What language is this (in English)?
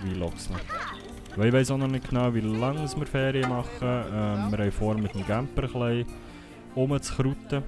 Swiss German